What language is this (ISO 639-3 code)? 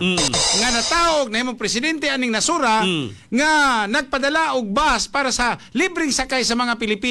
ceb